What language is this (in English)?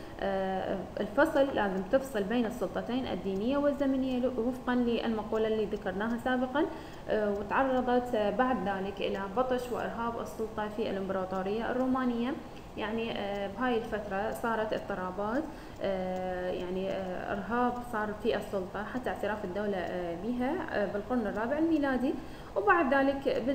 Arabic